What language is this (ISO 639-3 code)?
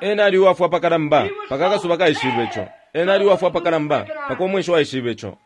bem